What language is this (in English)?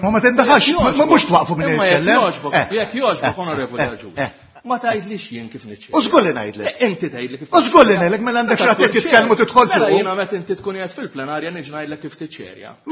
Maltese